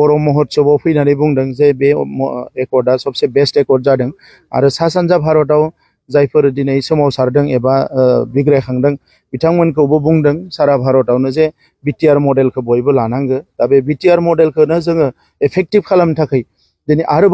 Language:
Bodo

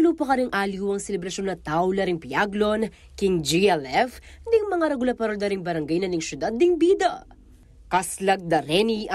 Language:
Pampanga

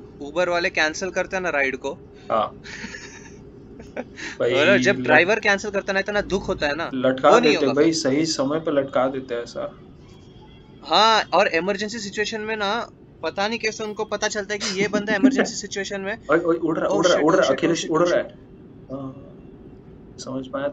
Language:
Hindi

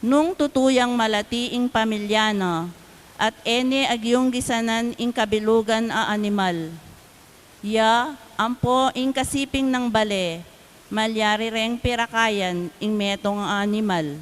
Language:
Pampanga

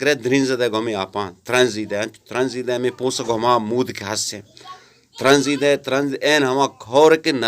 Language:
Eastern Balochi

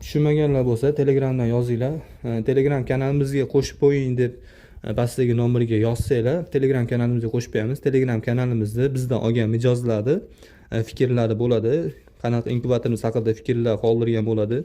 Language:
Uzbek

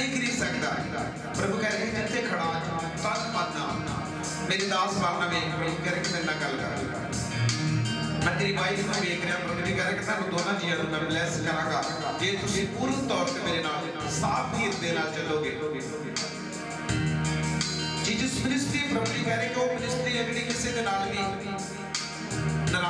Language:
Punjabi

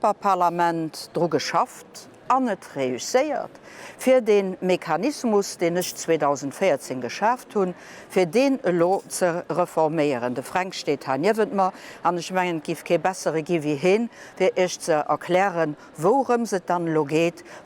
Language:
Luxembourgish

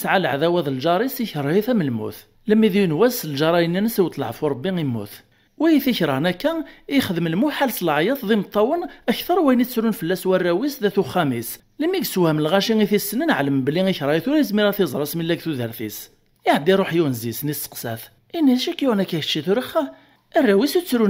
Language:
Kabyle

